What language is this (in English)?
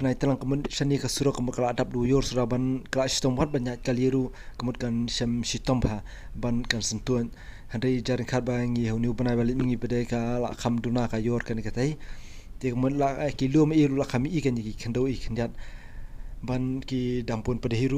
Khasi